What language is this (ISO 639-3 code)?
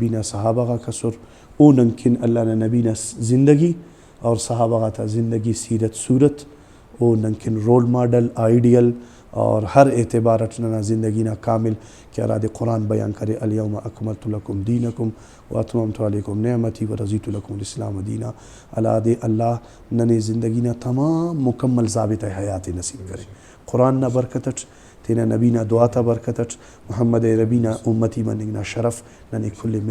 brh